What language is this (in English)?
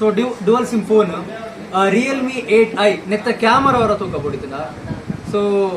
Tulu